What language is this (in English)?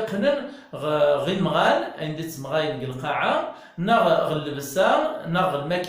Kabyle